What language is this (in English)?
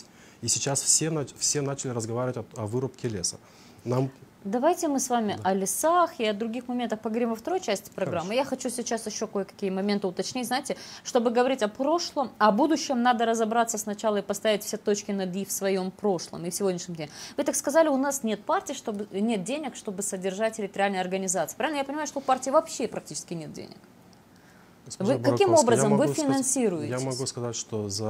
Russian